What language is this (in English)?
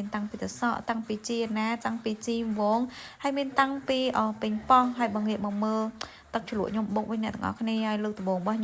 Khmer